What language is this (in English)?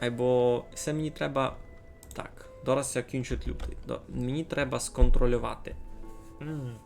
Rusyn